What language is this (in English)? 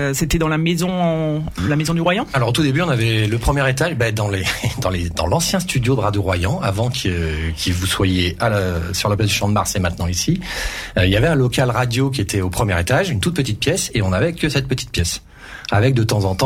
French